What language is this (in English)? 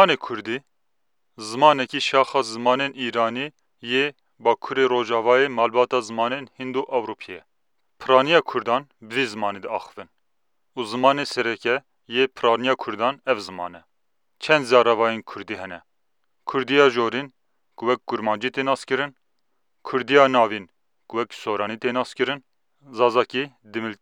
Kurdish